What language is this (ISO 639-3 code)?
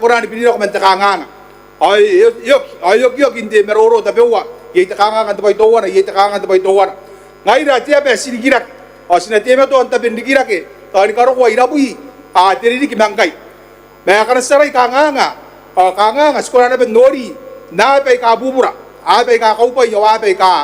gil